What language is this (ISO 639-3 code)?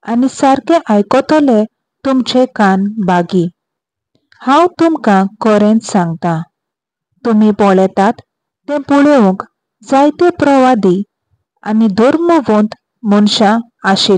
kok